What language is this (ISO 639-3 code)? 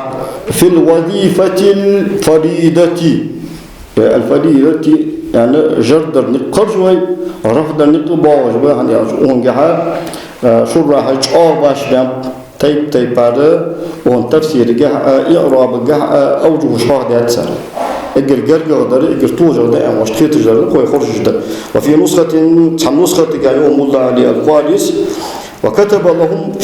inh